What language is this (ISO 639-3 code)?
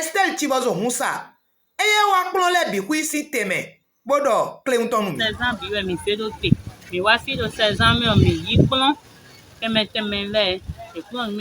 fon